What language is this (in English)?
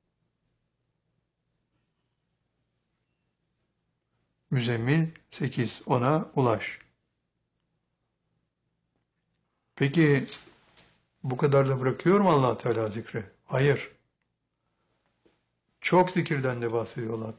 Turkish